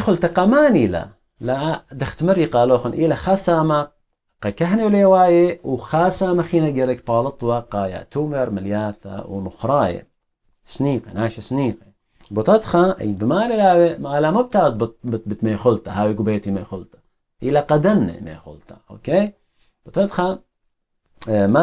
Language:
Assyrian Neo-Aramaic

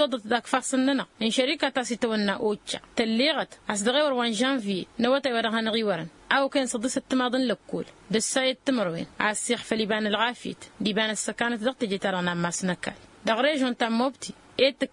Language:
Tamasheq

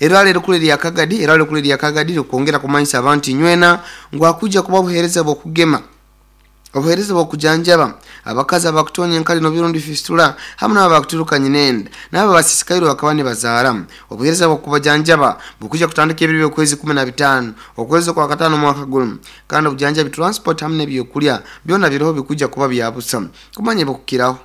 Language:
Nyoro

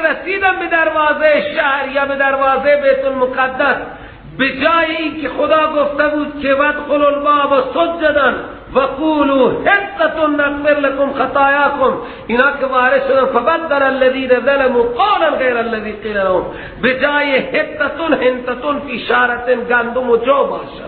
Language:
Persian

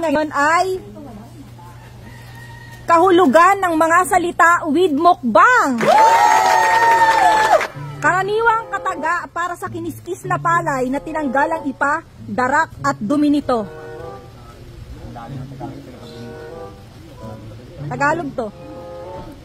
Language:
Filipino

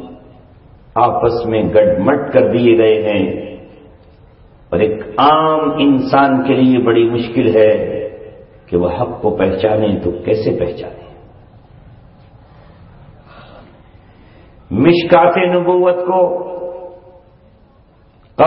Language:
Urdu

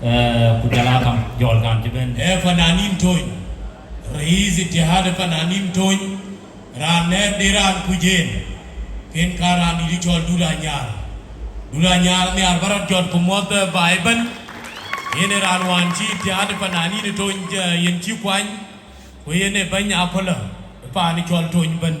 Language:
Dinka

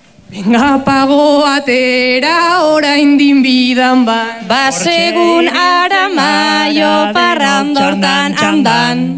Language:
Basque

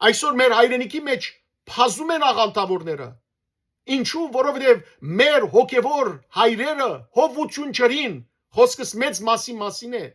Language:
Western Armenian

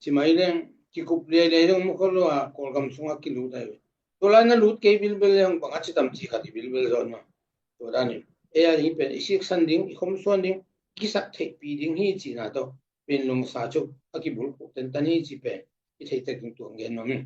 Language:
Tedim Chin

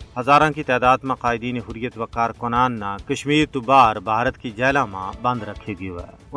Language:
Gujari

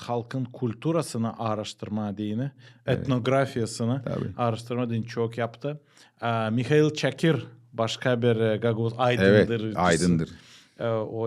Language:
Gagauz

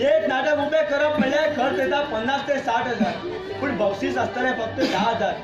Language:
Konkani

